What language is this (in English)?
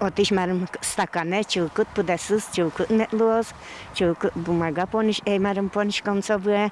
Udmurt